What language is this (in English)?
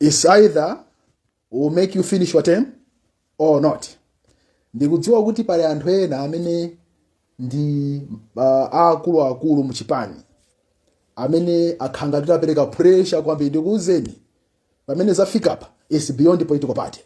Nyanja